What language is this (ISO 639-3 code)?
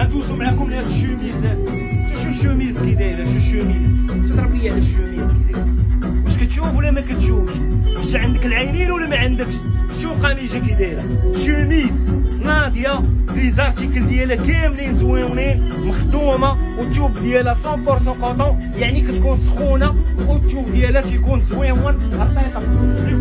ary